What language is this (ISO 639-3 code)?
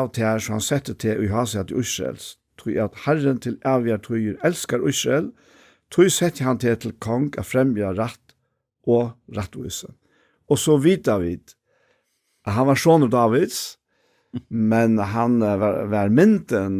fao